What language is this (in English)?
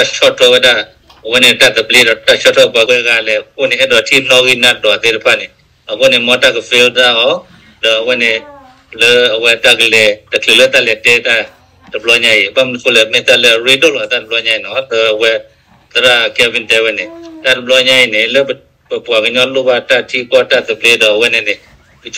S'gaw Karen